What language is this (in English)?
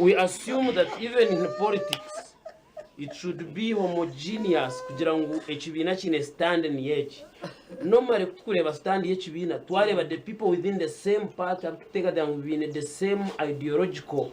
Nyankole